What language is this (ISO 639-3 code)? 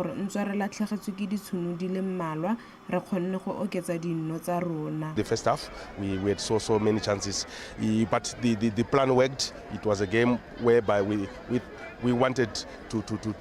tsn